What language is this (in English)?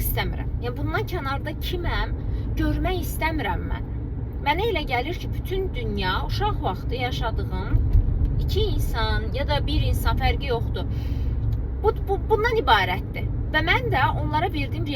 Azerbaijani